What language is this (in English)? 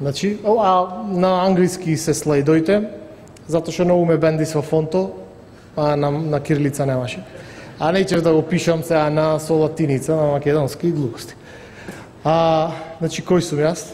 Macedonian